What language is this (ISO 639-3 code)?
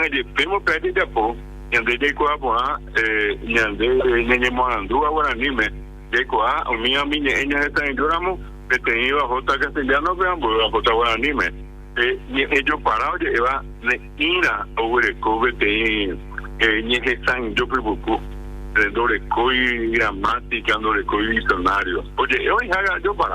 grn